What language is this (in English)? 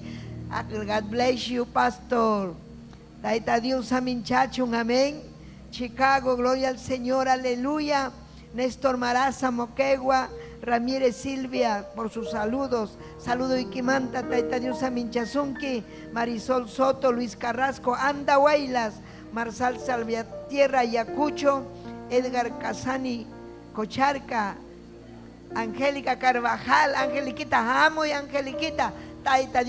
Ayacucho Quechua